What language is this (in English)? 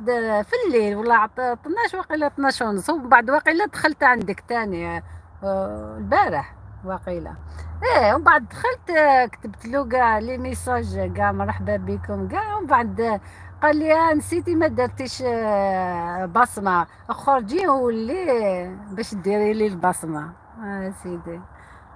Algerian Arabic